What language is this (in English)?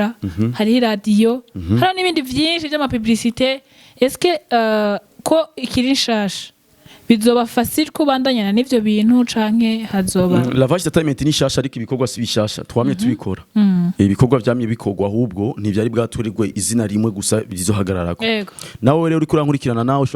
Rundi